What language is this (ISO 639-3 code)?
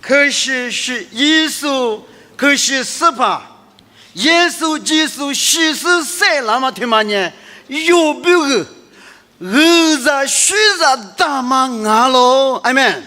lis